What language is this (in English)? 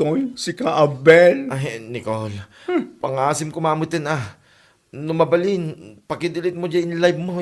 Iloko